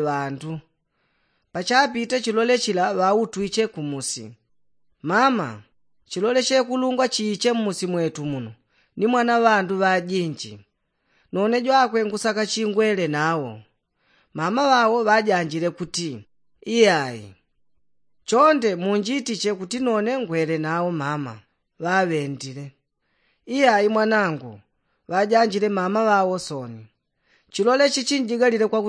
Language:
Yao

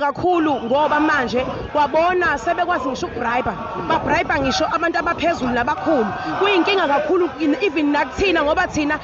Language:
Zulu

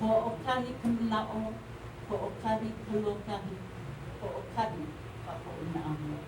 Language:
Hawaiian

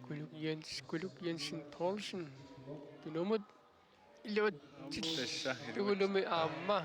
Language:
Kalaallisut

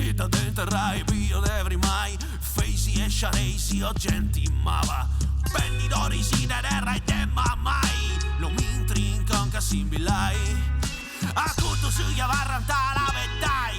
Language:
Sardinian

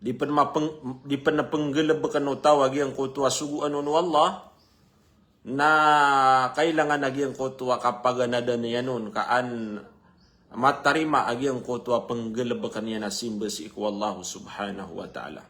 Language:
Maranao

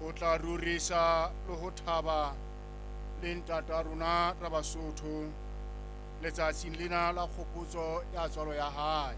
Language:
Southern Sotho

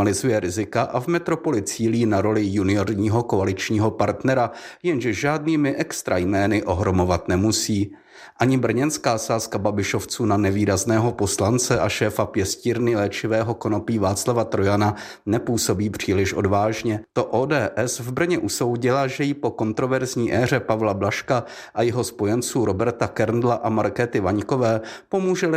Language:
Czech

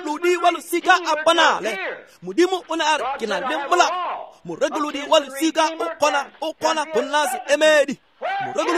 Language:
Tswana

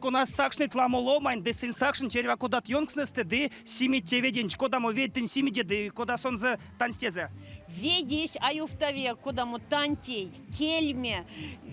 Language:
Erzya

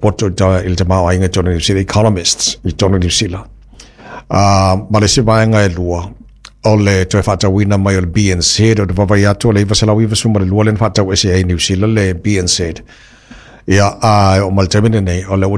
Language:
Samoan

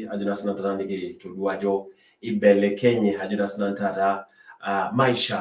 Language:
Masai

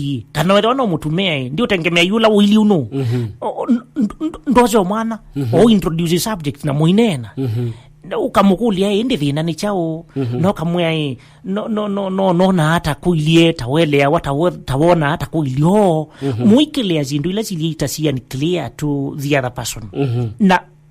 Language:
Kamba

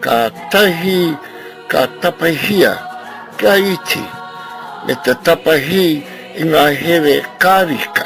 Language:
Māori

